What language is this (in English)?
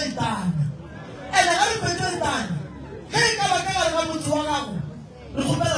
Northern Sotho